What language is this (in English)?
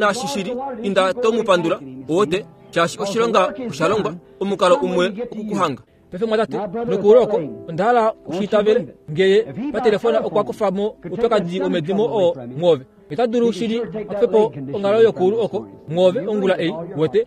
Kuanyama